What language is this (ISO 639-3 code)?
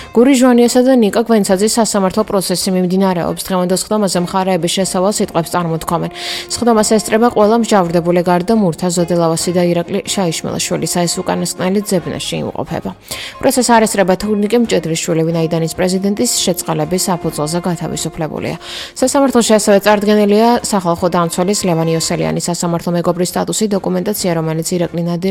kat